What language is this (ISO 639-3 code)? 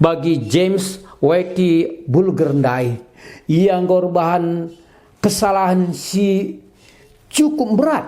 btx